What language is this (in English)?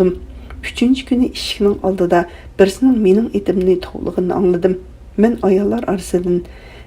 Uyghur